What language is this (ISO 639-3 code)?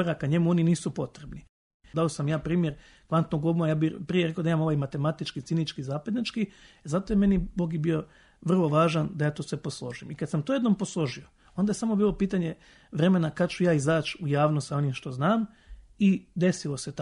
srp